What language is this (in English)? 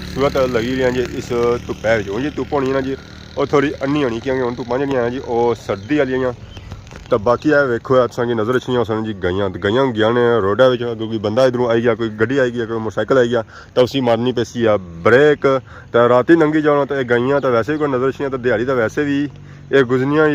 Pahari-Potwari